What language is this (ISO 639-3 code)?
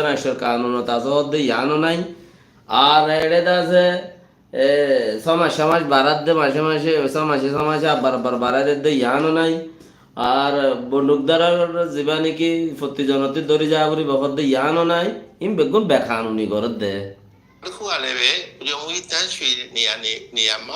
rhg